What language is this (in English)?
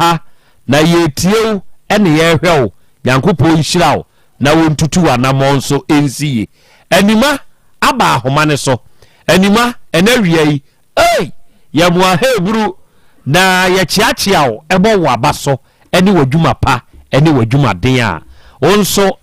Akan